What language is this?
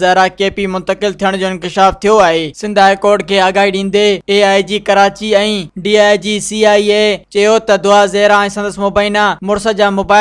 Sindhi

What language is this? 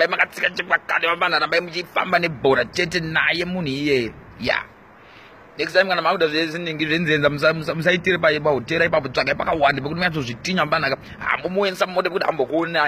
Shona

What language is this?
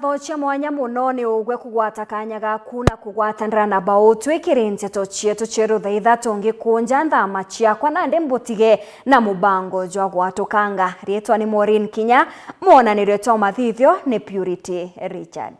Meru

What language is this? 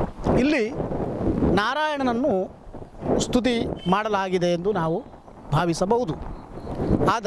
Kannada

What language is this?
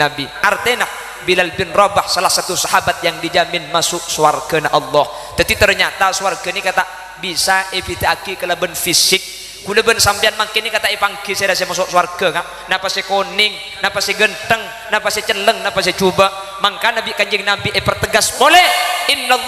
Madurese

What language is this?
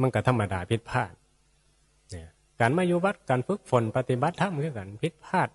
Northeastern Thai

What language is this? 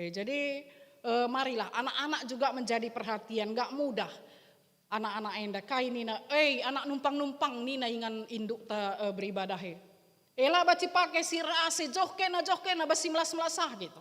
Batak Karo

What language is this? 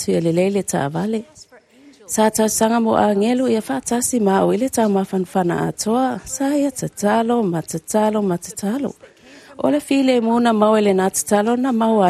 Samoan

